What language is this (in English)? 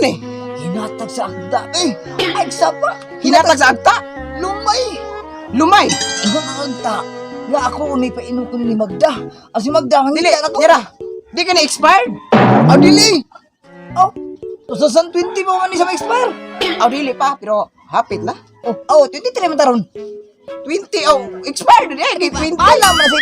Cebuano